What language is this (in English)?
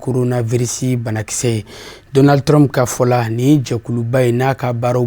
Bambara